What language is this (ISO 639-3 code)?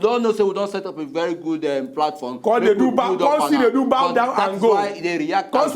pcm